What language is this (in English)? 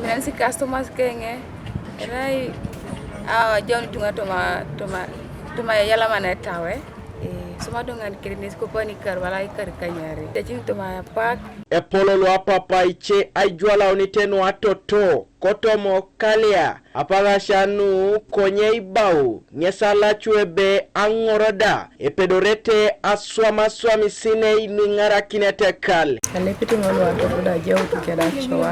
Teso